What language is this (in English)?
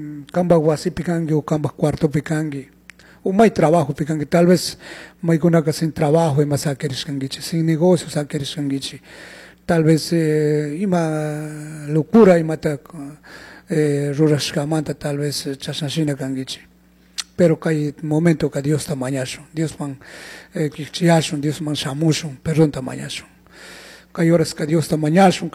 Chimborazo Highland Quichua